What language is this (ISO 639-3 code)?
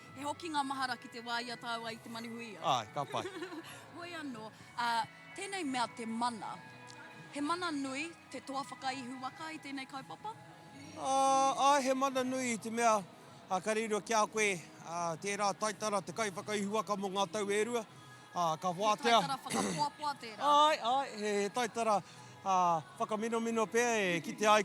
mri